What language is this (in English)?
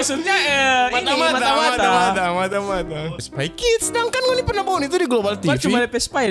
Manado Malay